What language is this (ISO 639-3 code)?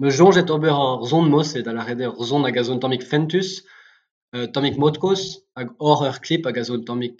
bre